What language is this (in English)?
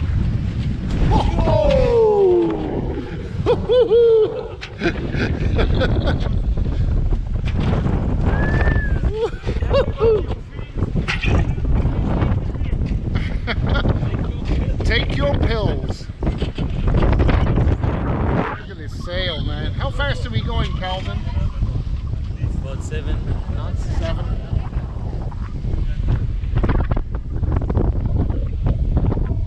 English